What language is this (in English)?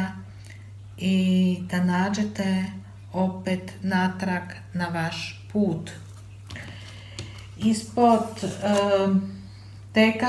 Croatian